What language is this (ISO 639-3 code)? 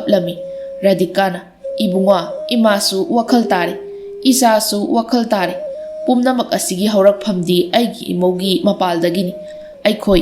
mni